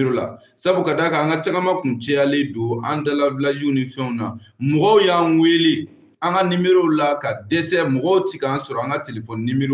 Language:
Bambara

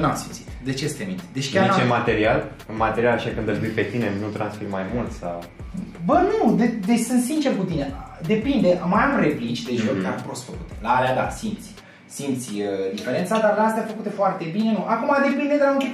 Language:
Romanian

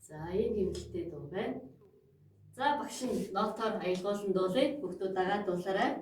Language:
Mongolian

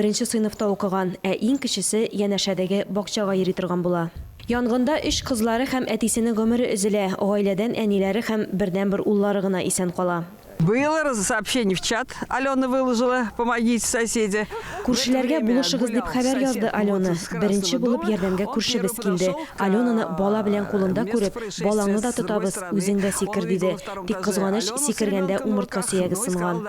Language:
Tatar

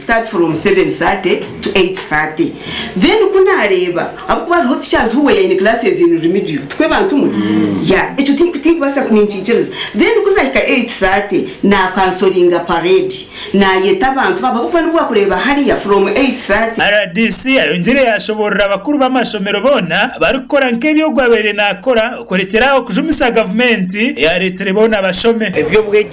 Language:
Nyankole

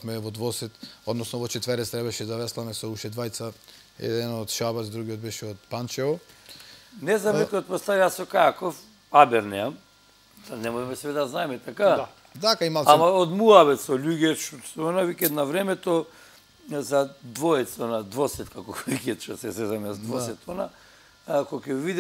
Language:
Macedonian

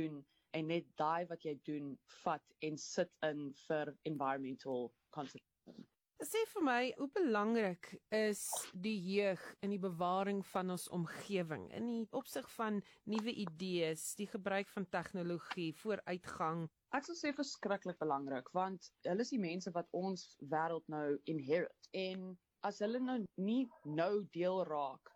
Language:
Afrikaans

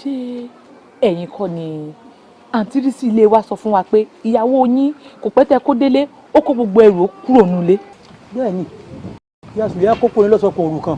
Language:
Yoruba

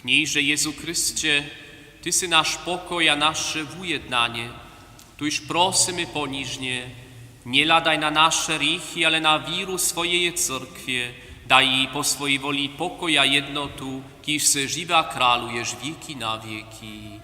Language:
Upper Sorbian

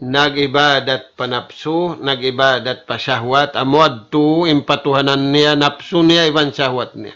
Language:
Tausug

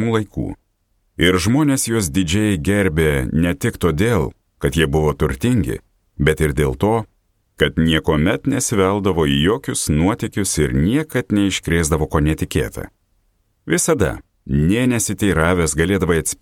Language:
Lithuanian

